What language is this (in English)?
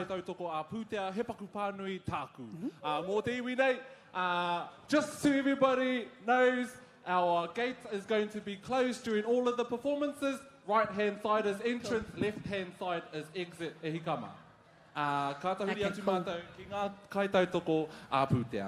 Māori